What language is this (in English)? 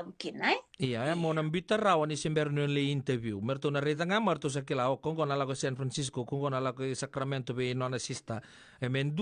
Fijian